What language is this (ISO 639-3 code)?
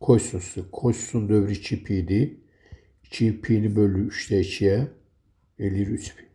aze